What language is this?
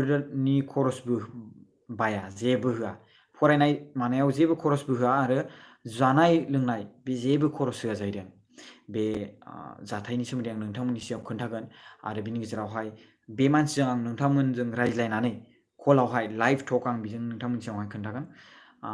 Bodo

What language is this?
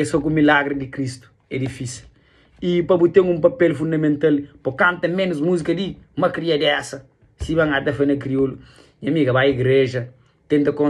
Kabuverdianu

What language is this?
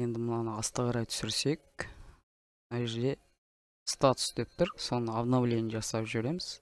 Kazakh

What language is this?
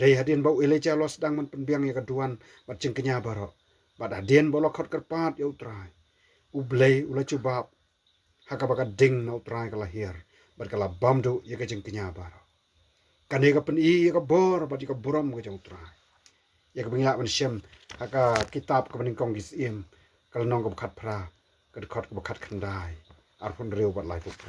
Khasi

